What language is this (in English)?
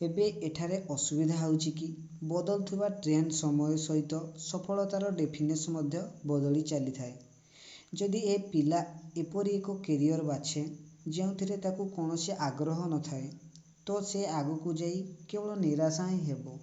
Odia